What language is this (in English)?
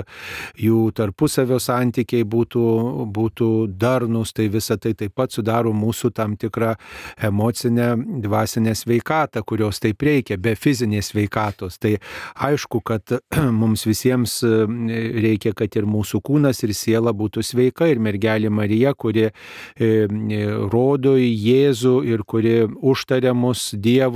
Lithuanian